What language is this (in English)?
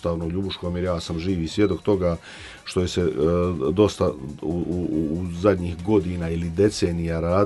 Croatian